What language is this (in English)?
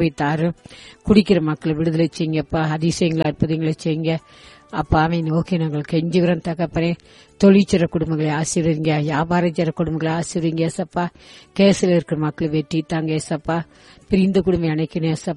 Tamil